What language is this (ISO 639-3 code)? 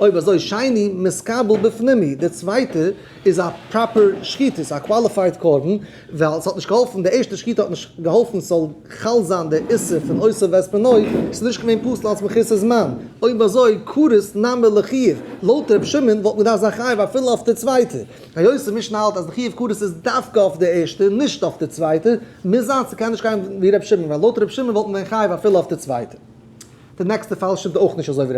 yid